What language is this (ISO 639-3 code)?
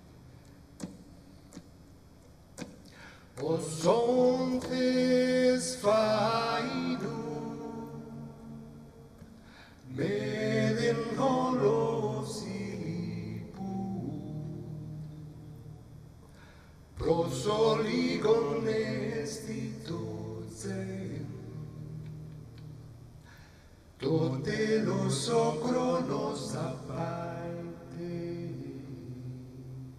ell